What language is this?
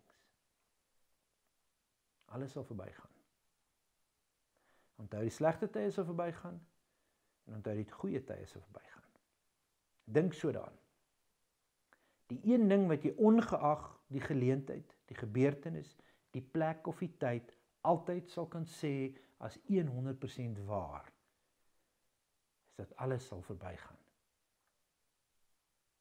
Afrikaans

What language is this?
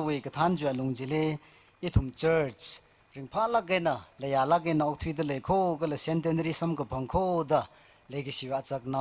Tangkhul Naga (India)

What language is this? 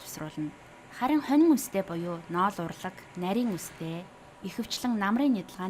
Mongolian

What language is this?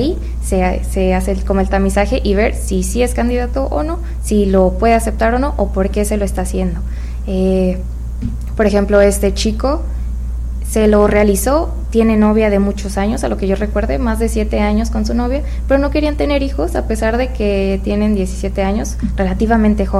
Spanish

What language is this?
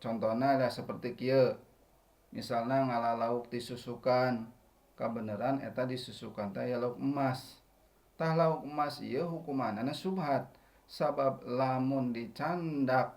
Sundanese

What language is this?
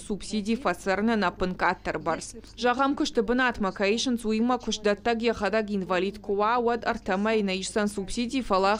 Ossetic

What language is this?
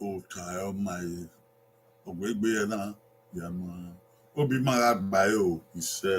Bini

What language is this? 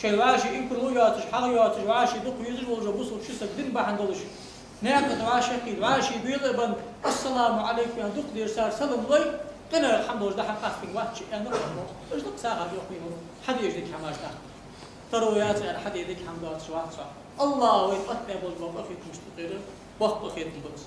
Ingush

